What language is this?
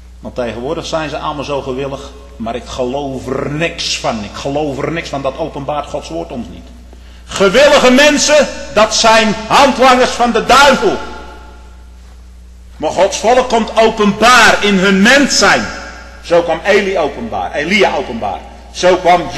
Dutch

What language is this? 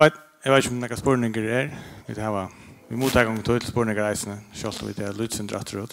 Faroese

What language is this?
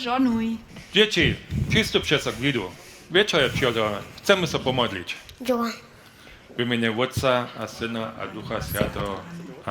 Upper Sorbian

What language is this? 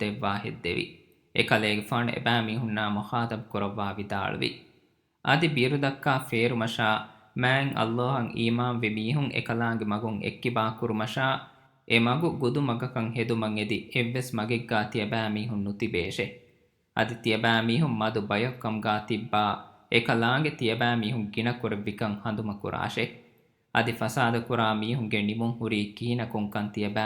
Divehi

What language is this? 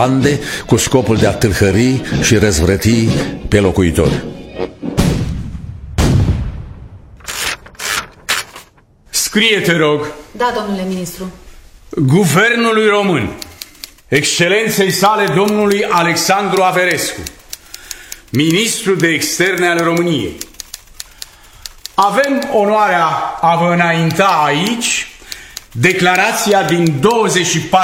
Romanian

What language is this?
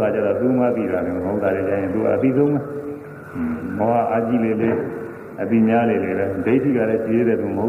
Burmese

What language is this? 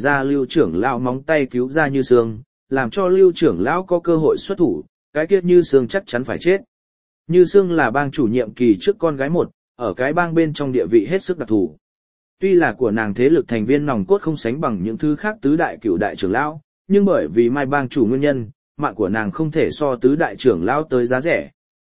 Vietnamese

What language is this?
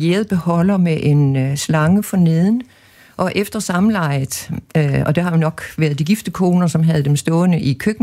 Danish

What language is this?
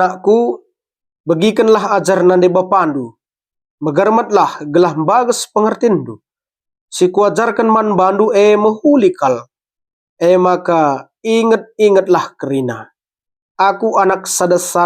Batak Karo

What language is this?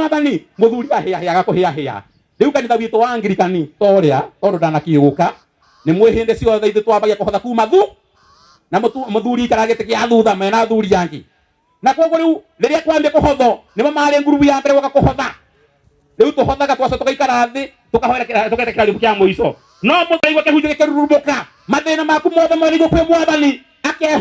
Kikuyu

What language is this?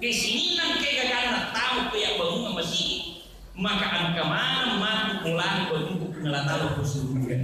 Buginese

